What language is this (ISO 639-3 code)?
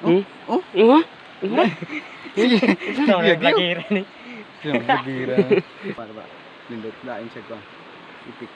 ceb